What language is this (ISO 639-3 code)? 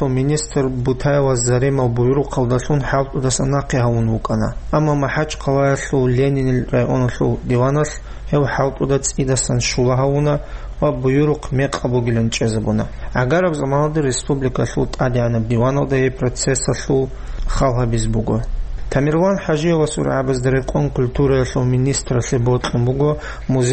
ava